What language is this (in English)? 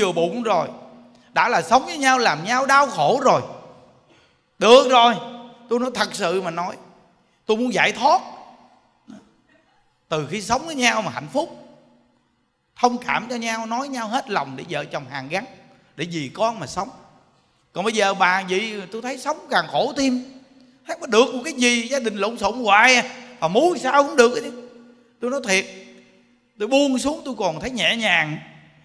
Vietnamese